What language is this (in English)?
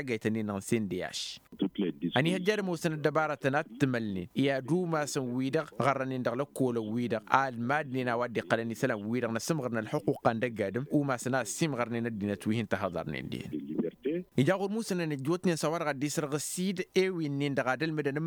Tamasheq